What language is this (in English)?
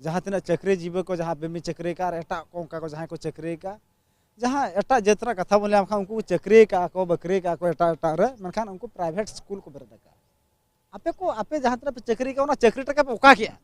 Santali